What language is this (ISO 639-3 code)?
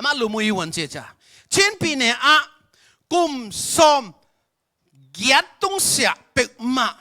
ctd